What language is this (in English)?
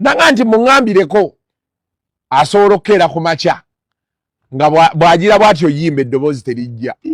Ganda